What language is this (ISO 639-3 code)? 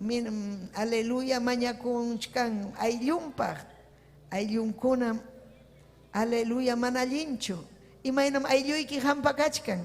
quy